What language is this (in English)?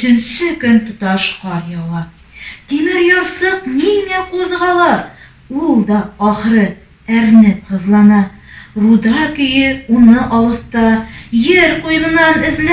Bashkir